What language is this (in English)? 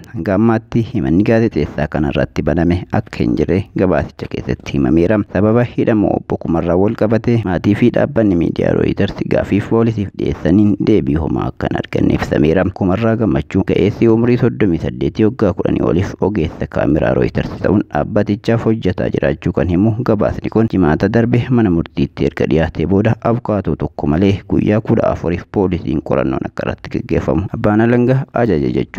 Oromo